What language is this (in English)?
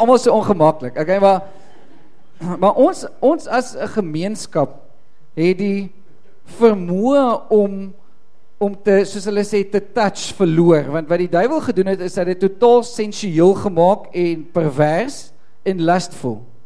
Afrikaans